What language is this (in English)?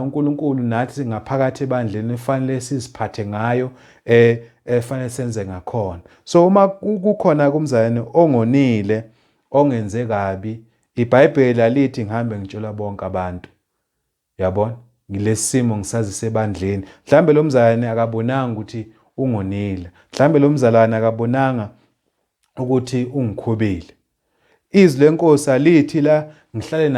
Zulu